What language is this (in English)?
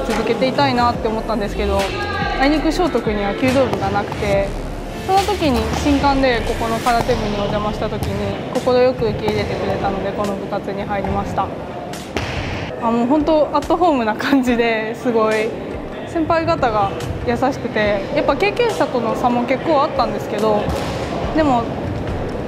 Japanese